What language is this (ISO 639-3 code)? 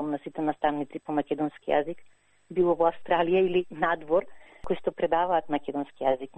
mkd